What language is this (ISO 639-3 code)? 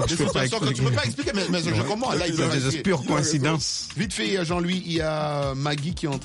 fra